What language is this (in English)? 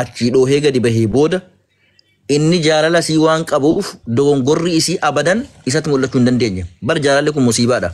Oromo